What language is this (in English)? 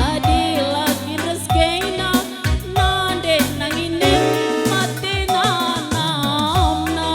Batak Karo